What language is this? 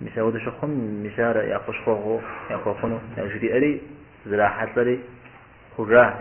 Kabardian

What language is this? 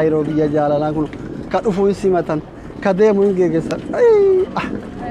Oromo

